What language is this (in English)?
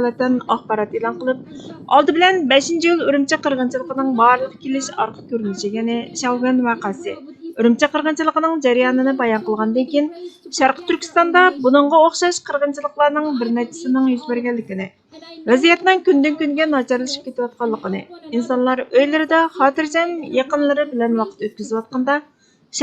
Uyghur